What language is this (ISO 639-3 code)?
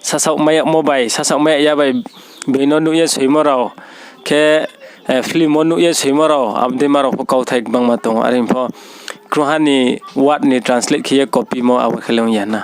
ria